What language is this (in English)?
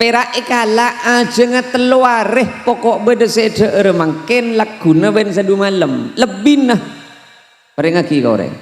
Madurese